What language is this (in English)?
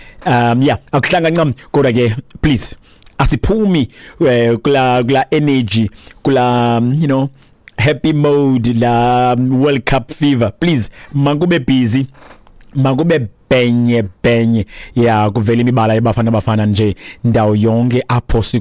Xhosa